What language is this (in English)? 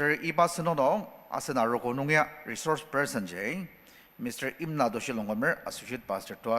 Ao Naga